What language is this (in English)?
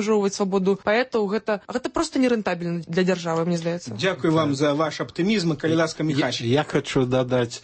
Belarusian